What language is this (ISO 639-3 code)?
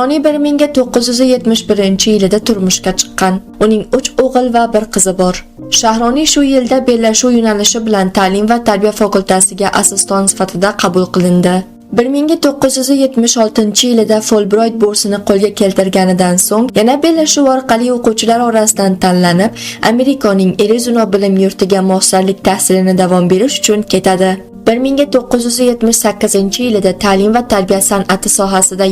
uzb